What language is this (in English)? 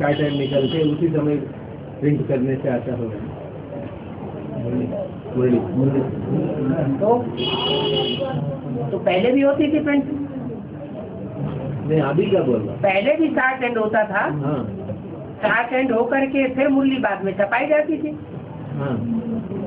Hindi